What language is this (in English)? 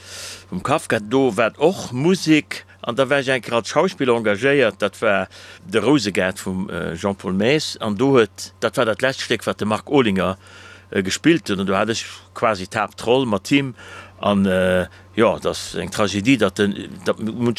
Luxembourgish